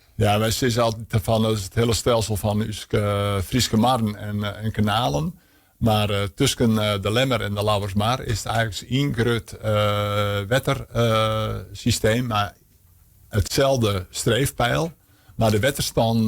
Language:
Western Frisian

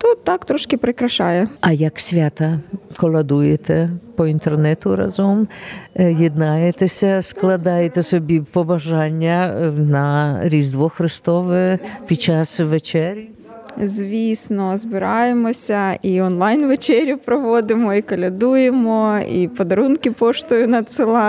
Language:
Ukrainian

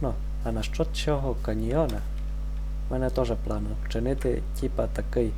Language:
Rusyn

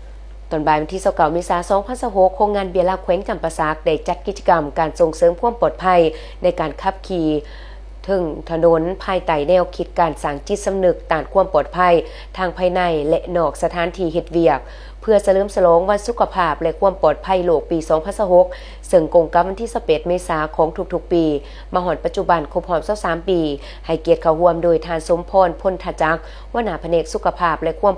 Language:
Lao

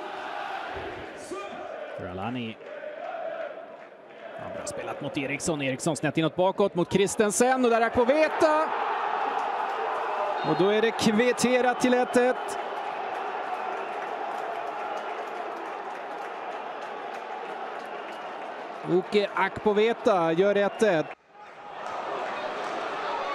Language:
Swedish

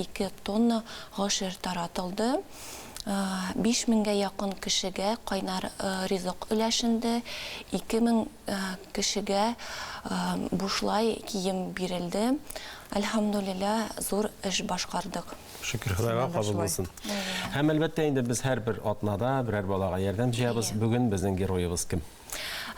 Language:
Tatar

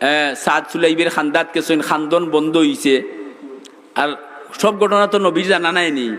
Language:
Sylheti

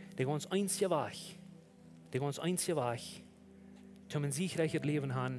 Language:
Plautdietsch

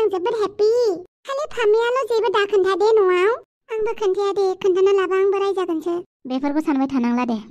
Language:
Bodo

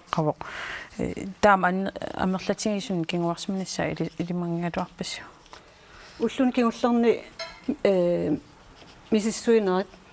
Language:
Kalaallisut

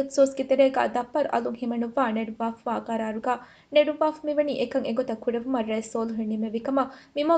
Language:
Divehi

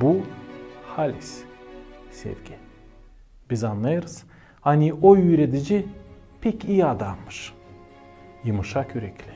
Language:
Gagauz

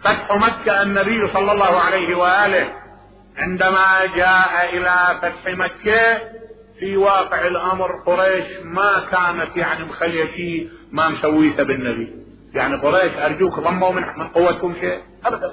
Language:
Mesopotamian Arabic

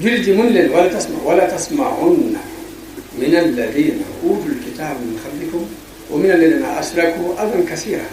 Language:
Wolof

